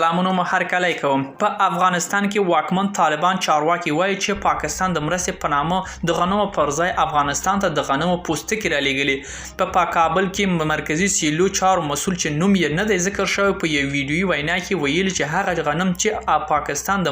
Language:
Pashto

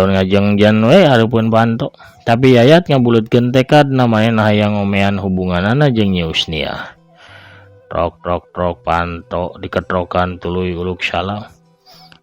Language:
Sundanese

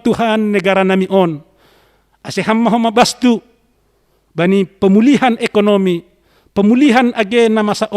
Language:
Batak Simalungun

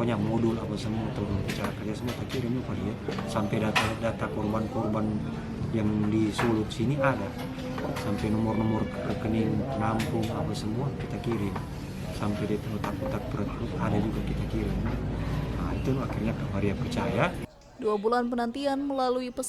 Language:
Manado Malay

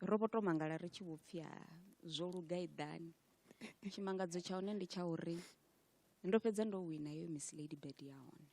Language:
Venda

